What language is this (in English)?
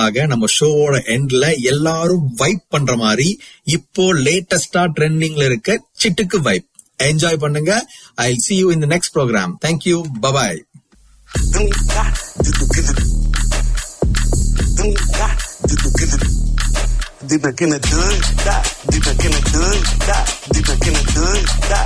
Tamil